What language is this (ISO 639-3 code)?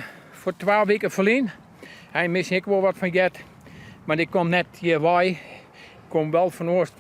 fry